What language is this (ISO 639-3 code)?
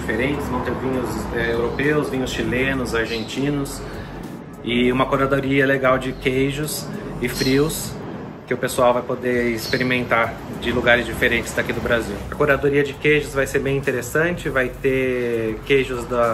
por